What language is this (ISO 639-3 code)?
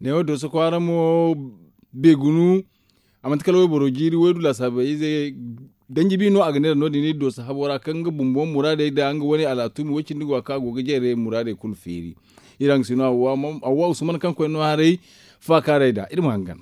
dje